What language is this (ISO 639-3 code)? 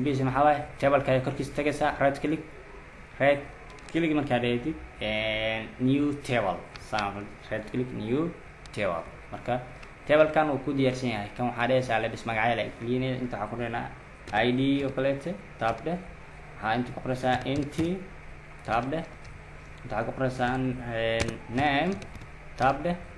som